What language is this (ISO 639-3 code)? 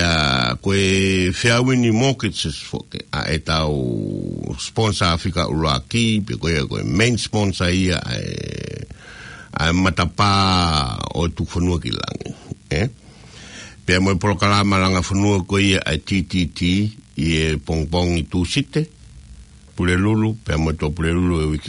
ton